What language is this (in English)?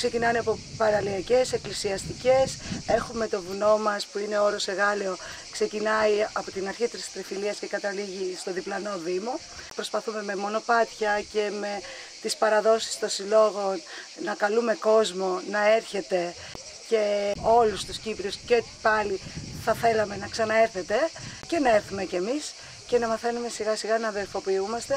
Greek